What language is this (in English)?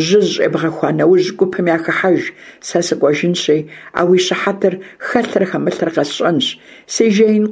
Kabardian